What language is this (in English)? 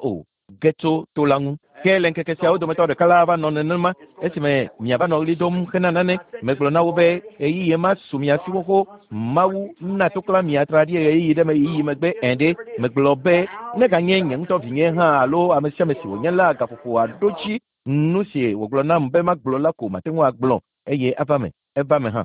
Ewe